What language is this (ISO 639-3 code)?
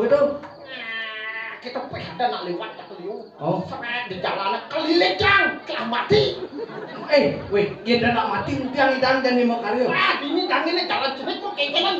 ban